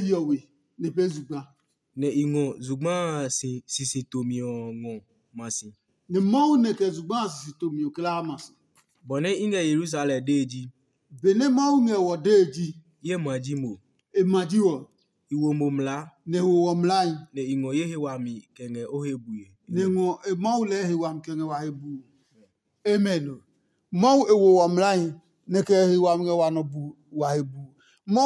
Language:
Adangme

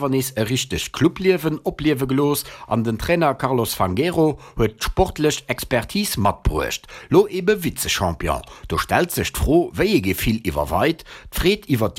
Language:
Luxembourgish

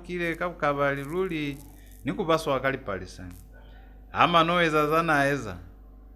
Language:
Lozi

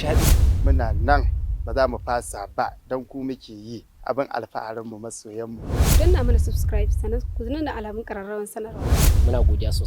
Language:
Hausa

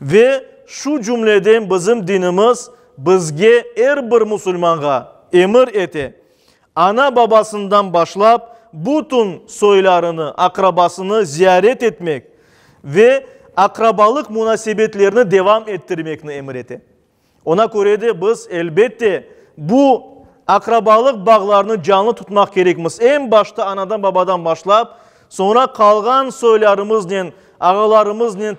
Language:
Crimean Tatar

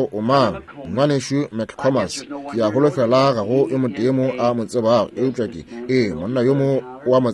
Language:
Northern Sotho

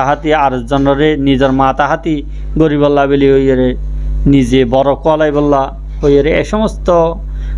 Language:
Rohingya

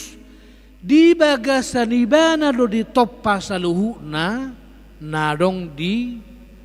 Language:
Batak Toba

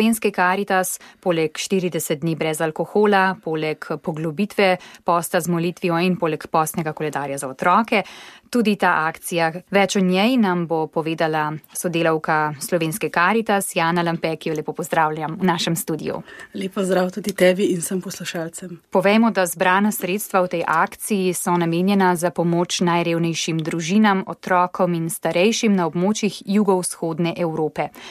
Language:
Slovenian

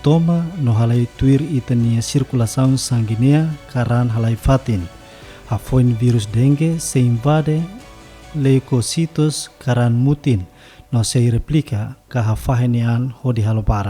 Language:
Tetum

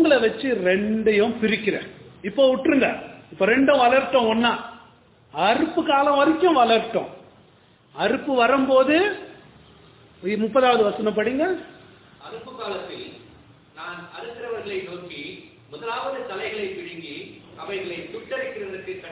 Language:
Tamil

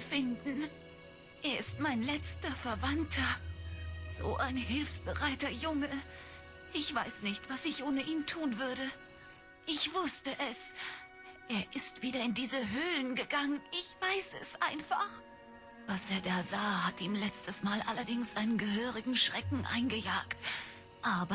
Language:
Swiss German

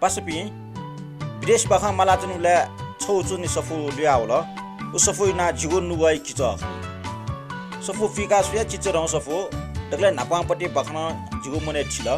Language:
Newari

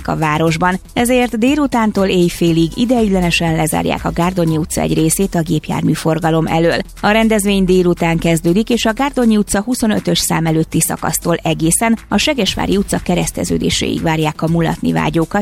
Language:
Hungarian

